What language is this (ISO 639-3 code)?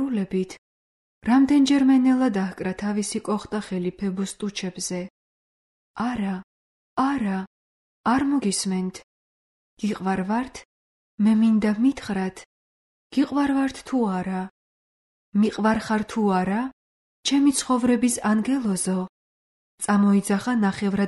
kat